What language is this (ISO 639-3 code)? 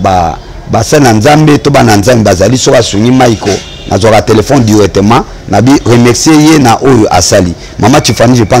lin